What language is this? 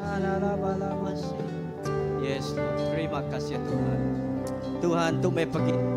Iban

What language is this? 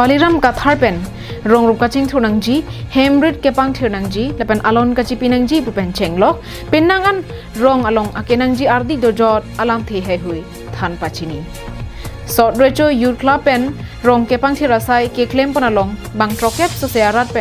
Karbi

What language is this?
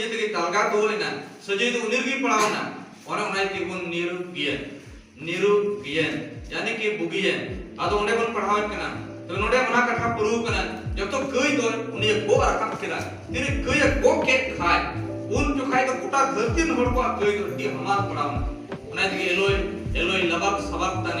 Santali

